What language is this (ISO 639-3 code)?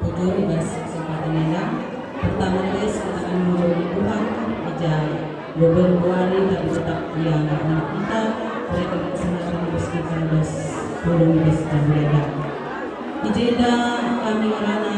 btx